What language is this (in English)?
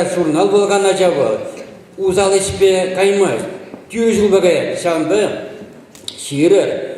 Chuvash